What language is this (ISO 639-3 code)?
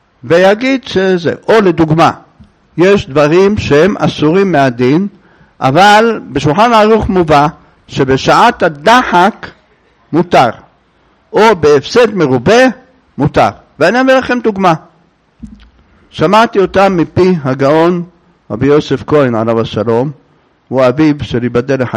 heb